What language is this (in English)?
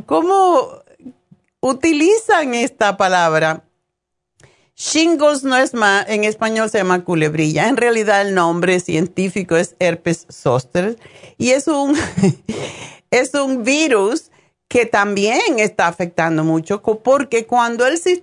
Spanish